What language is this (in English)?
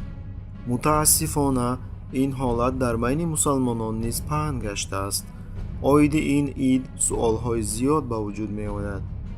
Tajik